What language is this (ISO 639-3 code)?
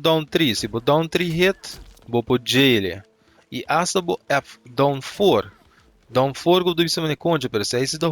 pap